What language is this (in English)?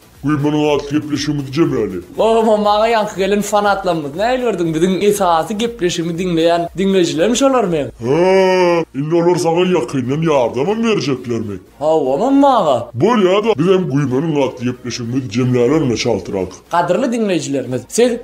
Turkmen